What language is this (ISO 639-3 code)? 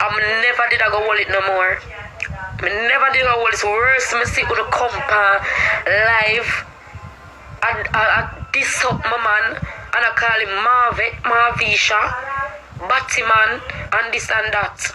jam